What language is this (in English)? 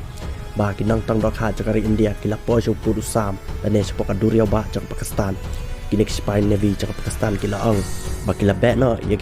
Khasi